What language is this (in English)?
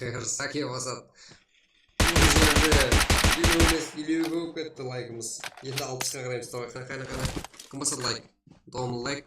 Kara-Kalpak